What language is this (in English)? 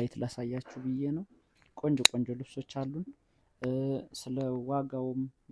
Amharic